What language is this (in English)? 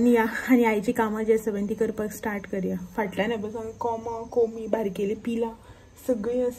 Konkani